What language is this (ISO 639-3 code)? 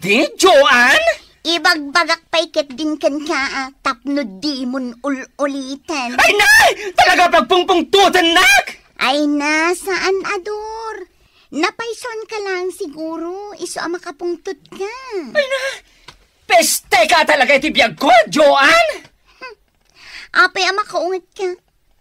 ilo